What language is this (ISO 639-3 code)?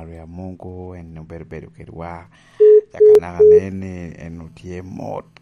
laj